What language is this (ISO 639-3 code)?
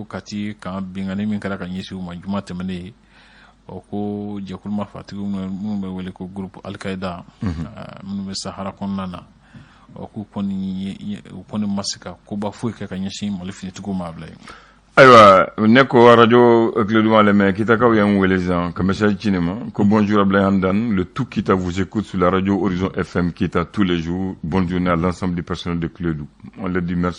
bam